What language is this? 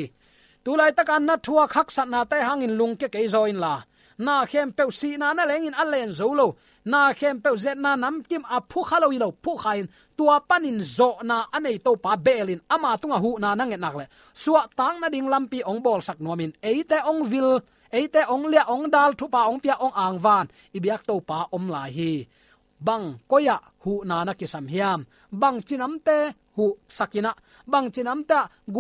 Tedim Chin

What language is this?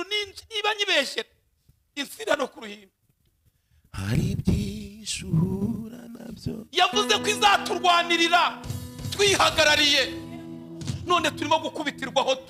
Kinyarwanda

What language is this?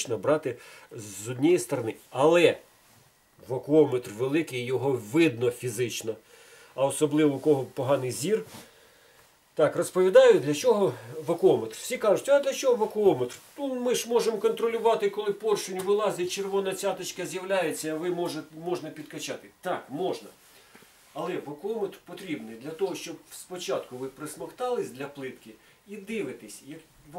Ukrainian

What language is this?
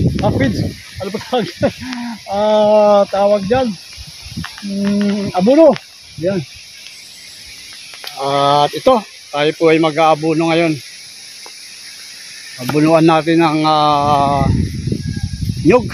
Filipino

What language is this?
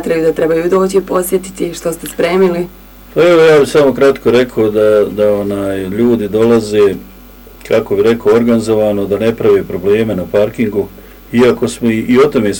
Bosnian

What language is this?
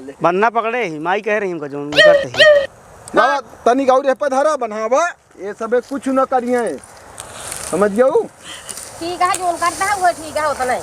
Awadhi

